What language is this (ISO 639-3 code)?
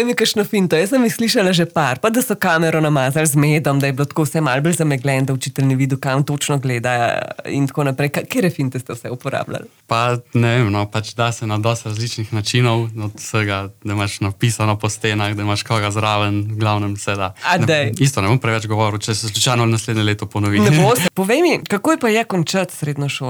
slv